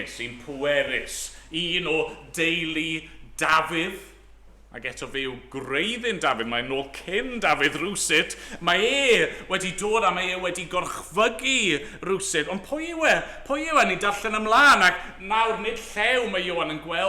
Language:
Welsh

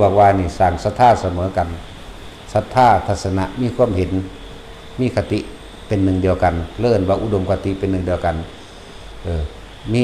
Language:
Northeastern Thai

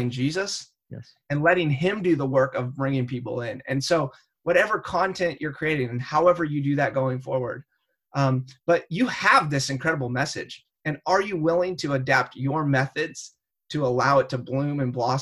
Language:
English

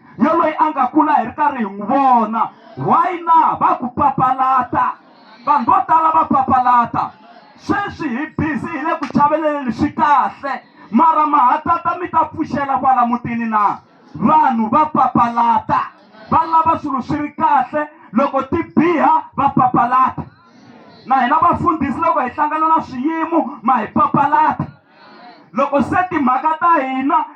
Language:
Tsonga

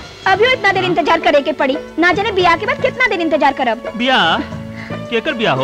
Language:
Bhojpuri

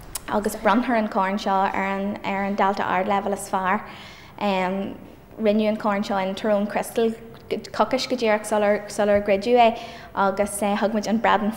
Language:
Irish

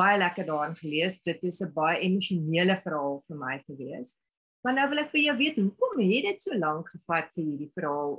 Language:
Afrikaans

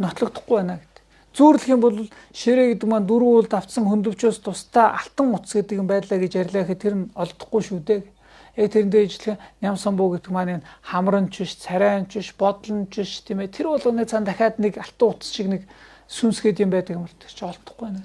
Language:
Mongolian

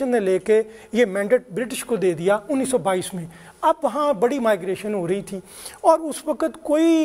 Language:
Urdu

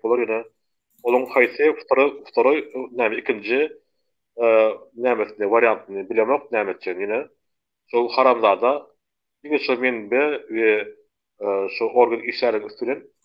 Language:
Turkmen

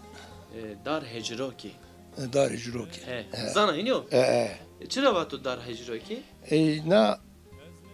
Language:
Zaza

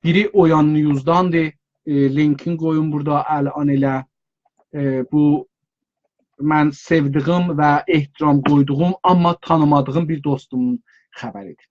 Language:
South Azerbaijani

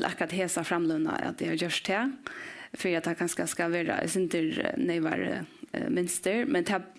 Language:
Faroese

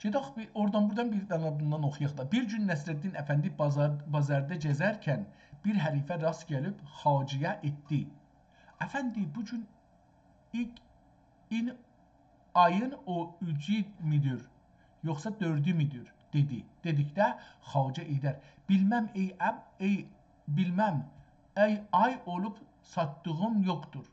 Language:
South Azerbaijani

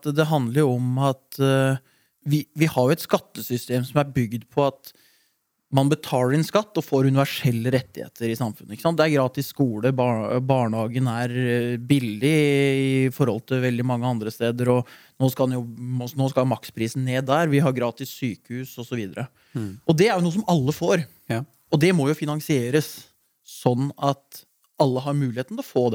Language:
Norwegian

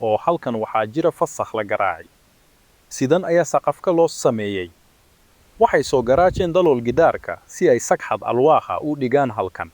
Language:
Somali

